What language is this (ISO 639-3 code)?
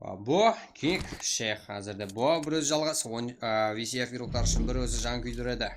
kaa